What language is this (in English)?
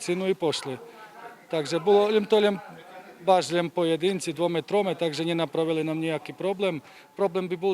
Rusyn